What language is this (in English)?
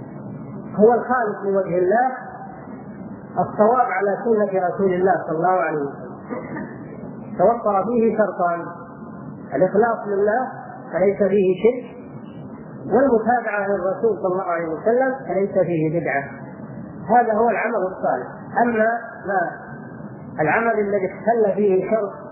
Arabic